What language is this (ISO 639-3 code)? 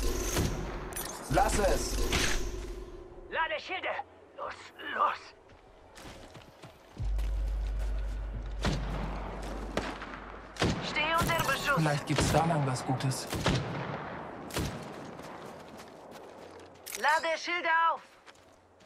deu